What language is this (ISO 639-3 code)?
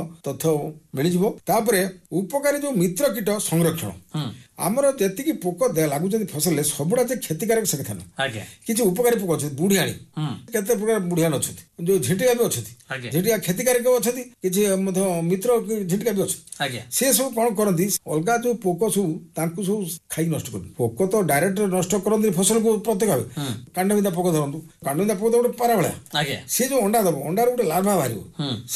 ori